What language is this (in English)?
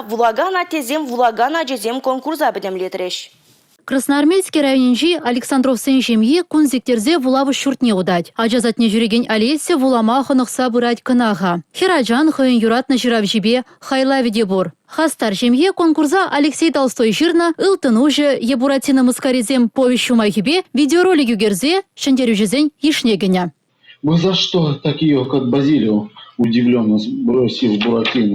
Chuvash